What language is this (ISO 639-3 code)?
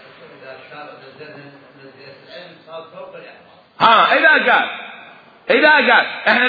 acm